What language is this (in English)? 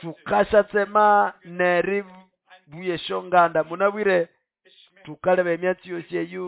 Nande